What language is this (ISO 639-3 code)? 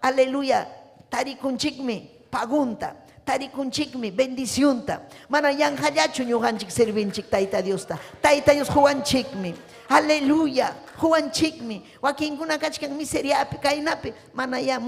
quy